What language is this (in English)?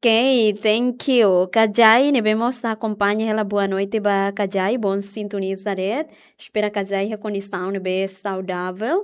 Tetum